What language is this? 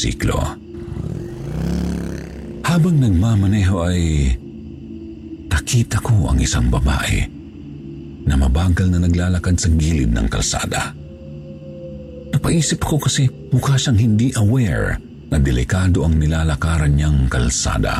Filipino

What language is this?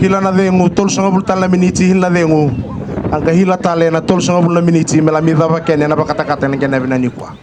Fijian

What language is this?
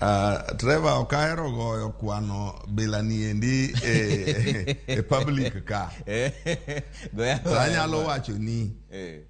Luo (Kenya and Tanzania)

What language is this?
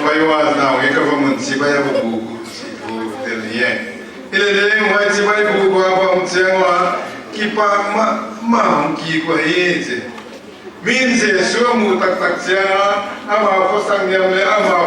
Paite Chin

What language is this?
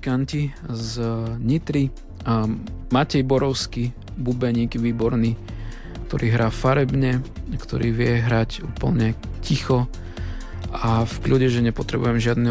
Slovak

